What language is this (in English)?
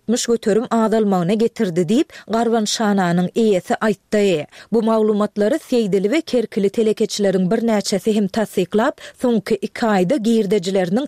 Turkmen